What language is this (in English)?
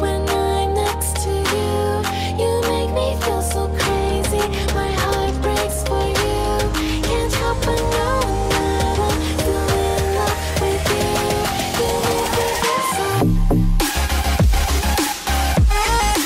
English